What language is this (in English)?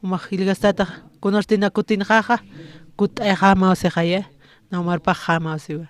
Aymara